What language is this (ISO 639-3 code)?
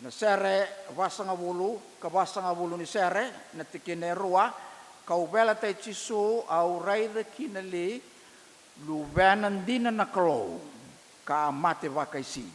fij